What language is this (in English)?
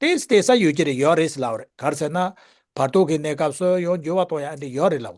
Tibetan